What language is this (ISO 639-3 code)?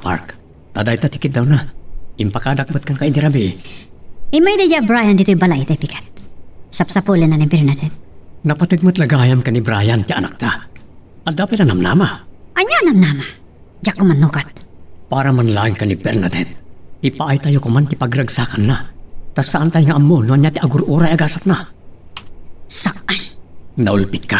ilo